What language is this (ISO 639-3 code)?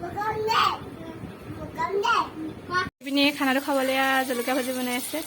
asm